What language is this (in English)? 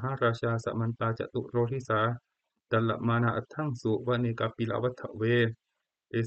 Pali